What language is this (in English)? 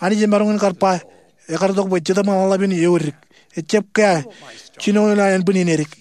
Marshallese